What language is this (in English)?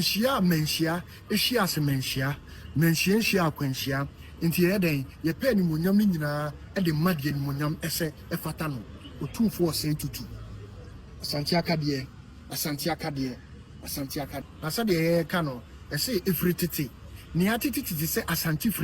Akan